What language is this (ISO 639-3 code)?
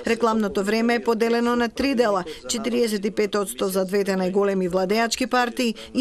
mkd